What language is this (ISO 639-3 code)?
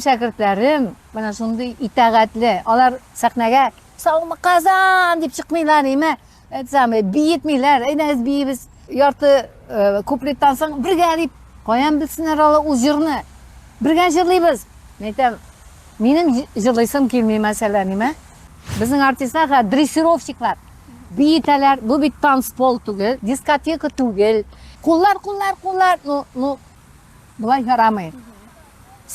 tat